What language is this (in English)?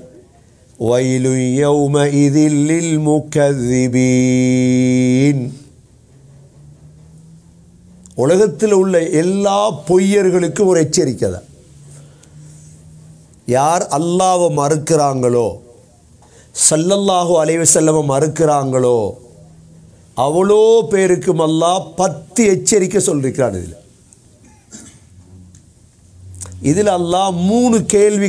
Tamil